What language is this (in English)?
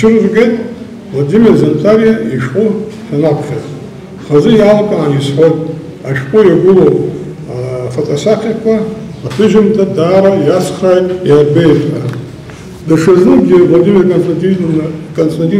Abkhazian